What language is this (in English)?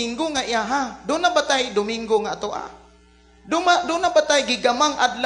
Cebuano